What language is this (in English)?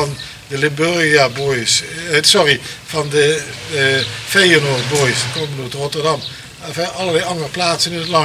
Limburgish